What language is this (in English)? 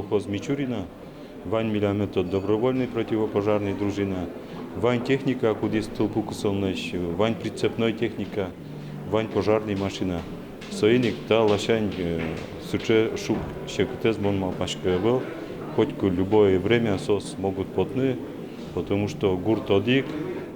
Udmurt